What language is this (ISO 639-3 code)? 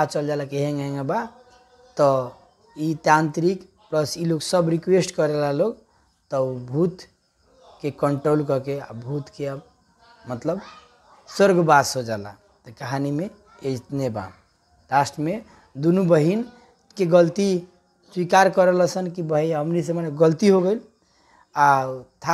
bho